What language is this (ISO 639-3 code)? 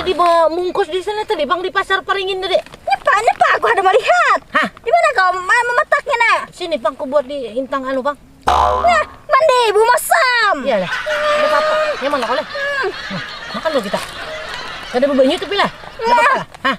bjn